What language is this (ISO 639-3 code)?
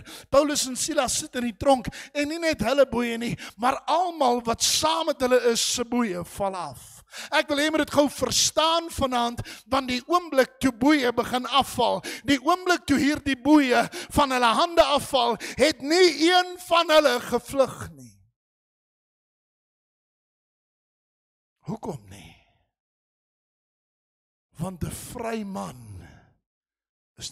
afr